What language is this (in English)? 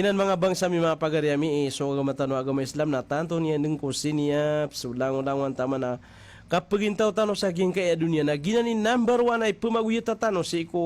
Maranao